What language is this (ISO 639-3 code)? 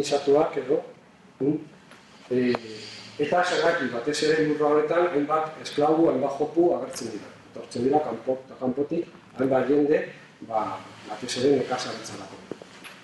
eus